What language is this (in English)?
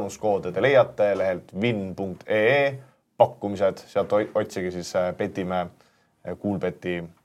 Estonian